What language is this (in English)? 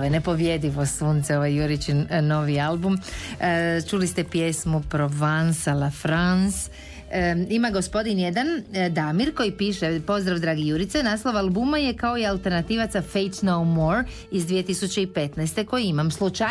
Croatian